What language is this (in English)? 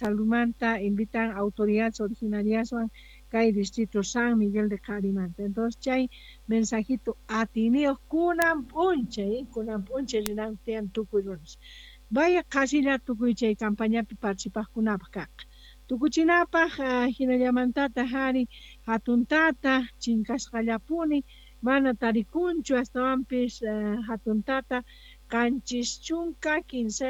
Quechua